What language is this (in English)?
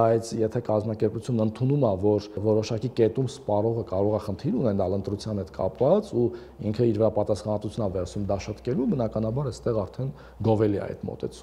Armenian